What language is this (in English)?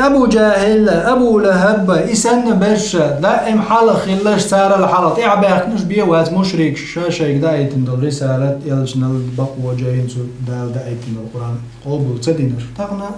Chechen